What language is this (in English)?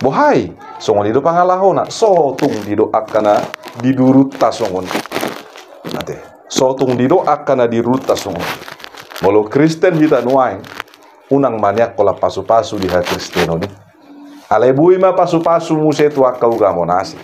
Batak Toba